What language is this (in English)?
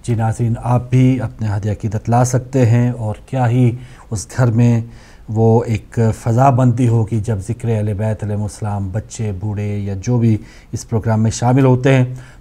Urdu